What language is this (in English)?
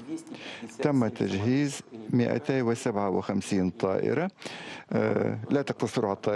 Arabic